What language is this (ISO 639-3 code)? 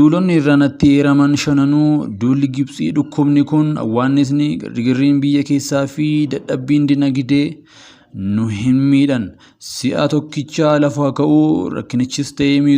orm